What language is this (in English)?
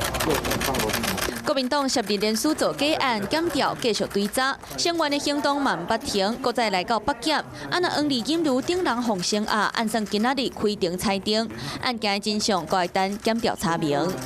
Min Nan Chinese